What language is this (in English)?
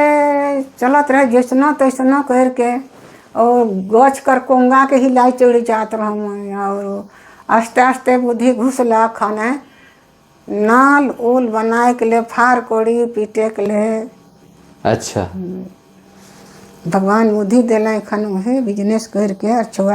Sadri